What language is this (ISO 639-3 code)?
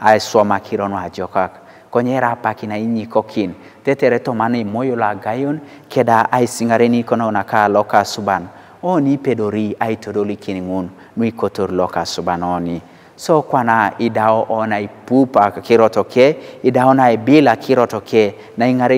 teo